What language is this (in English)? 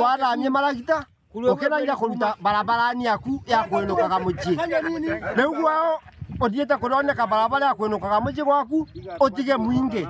Meru